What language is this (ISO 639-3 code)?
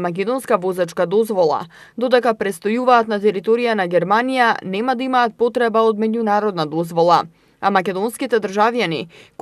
mkd